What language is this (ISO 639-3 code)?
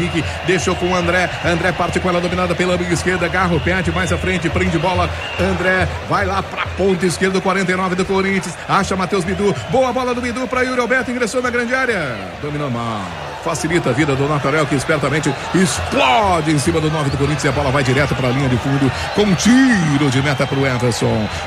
por